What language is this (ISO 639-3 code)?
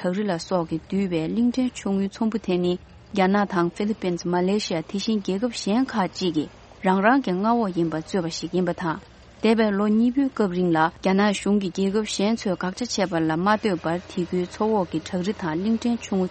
bod